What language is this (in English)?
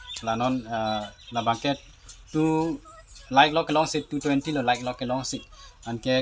Karbi